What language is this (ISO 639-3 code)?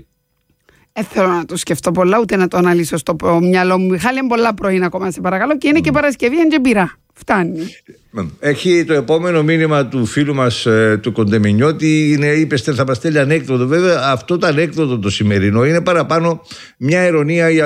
ell